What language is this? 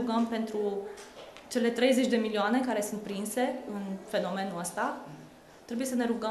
Romanian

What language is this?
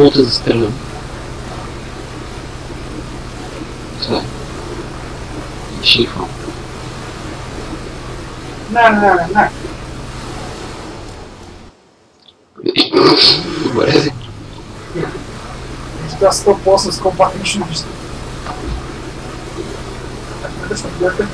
Bulgarian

